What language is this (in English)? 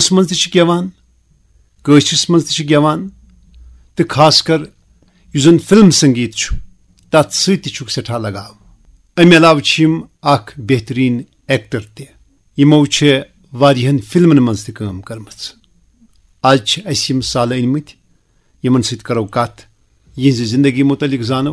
Kashmiri